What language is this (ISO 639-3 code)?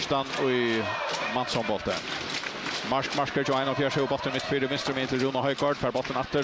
fao